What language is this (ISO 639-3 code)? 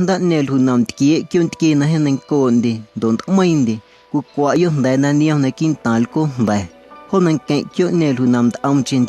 amu